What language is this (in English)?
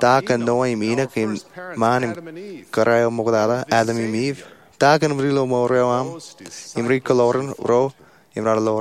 Marshallese